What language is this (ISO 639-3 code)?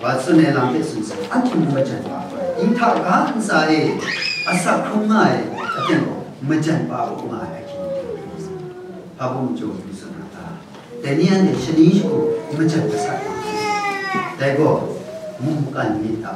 kac